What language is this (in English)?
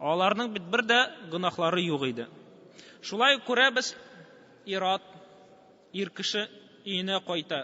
Tatar